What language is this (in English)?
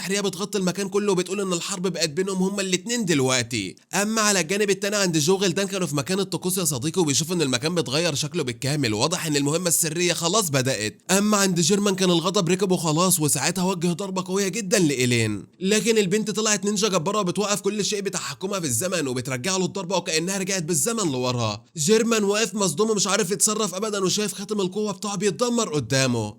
Egyptian Arabic